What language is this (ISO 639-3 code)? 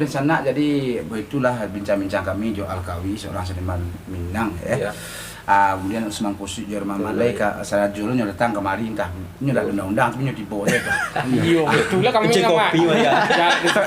min